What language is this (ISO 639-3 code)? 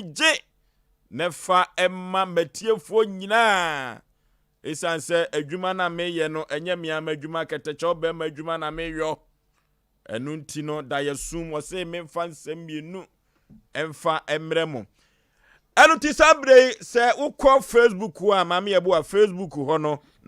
aka